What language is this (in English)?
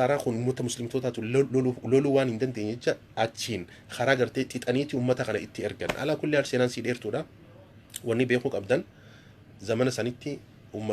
Oromo